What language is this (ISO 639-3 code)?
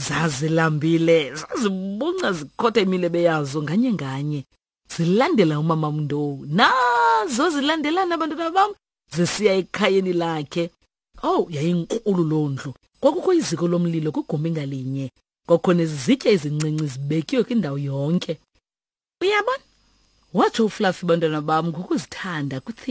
xho